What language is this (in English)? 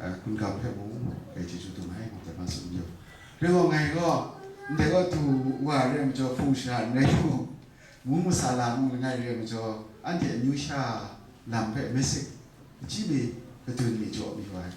Kachin